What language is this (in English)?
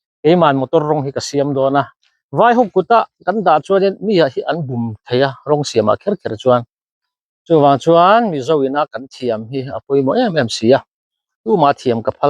Mizo